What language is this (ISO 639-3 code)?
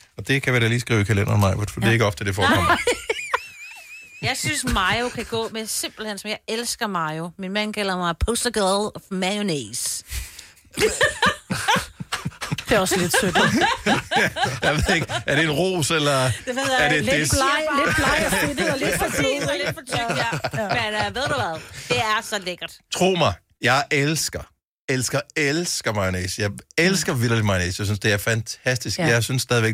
dan